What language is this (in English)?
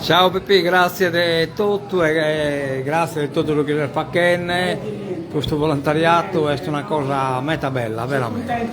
Sardinian